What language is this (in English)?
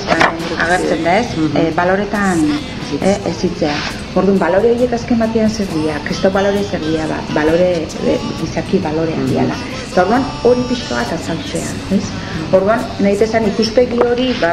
Basque